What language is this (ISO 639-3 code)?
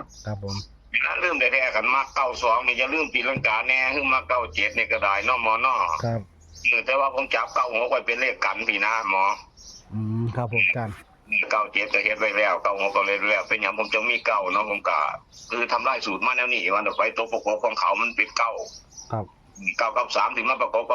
tts